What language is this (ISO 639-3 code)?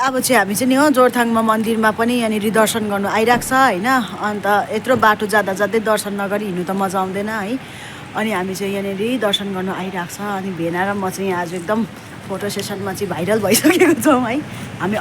nep